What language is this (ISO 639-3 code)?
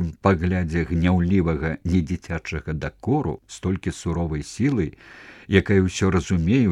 bel